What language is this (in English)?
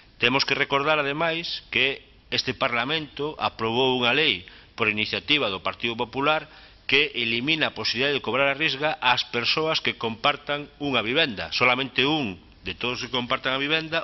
Galician